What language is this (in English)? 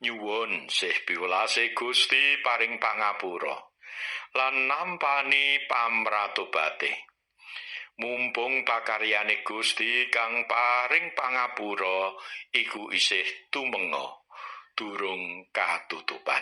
Javanese